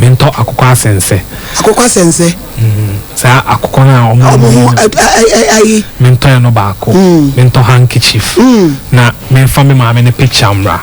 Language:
Akan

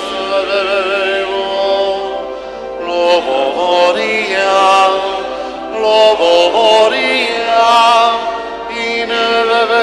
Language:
Romanian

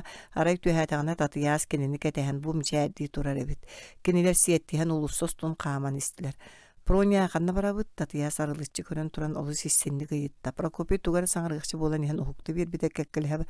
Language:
Yakut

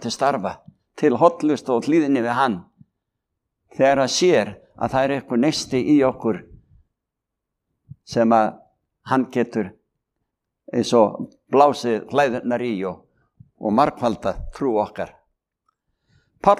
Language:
Icelandic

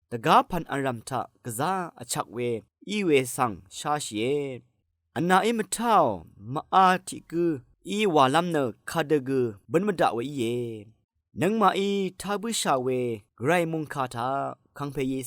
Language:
Rawang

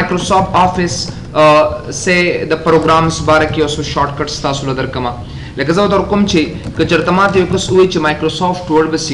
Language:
Pashto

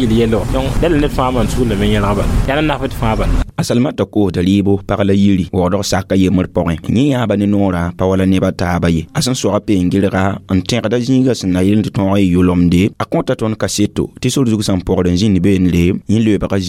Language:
Mossi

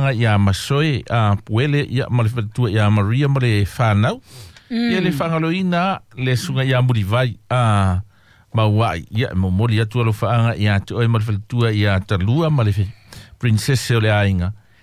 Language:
Samoan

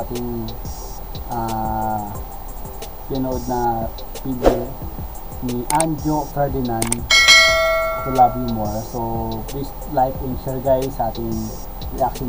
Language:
Filipino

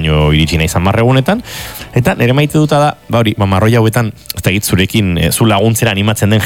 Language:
Basque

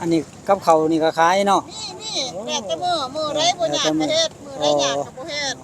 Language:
Northeastern Thai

